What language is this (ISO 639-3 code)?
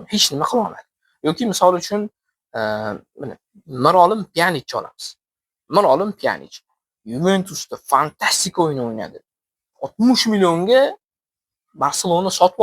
uzb